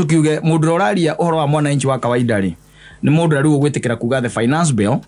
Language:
Kikuyu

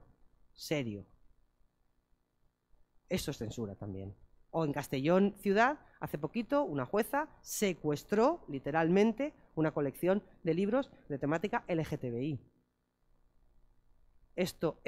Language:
Spanish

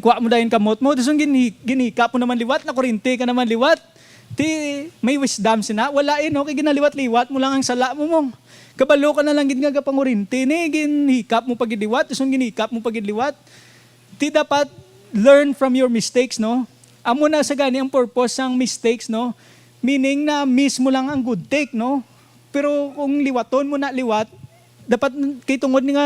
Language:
Hiligaynon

